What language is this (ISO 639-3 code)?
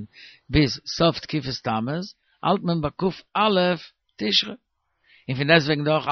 yid